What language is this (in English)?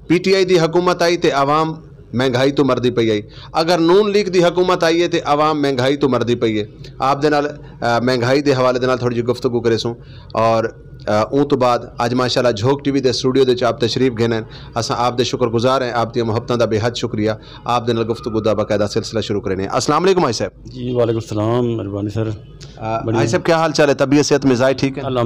Saraiki